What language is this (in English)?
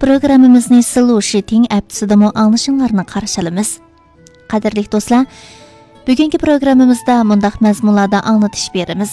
Uyghur